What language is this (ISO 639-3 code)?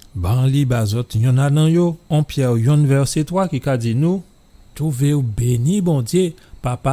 gcf